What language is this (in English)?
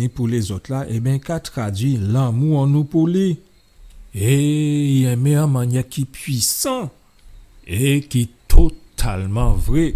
Guadeloupean Creole French